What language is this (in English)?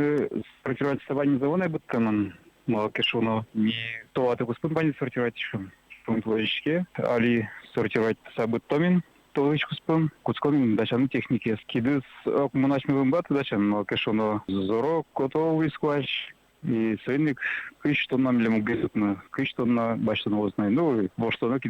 Udmurt